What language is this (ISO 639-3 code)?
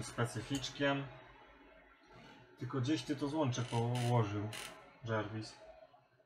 pol